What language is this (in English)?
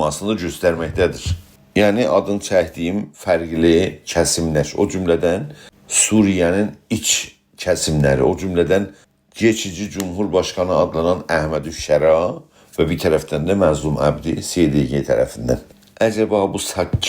South Azerbaijani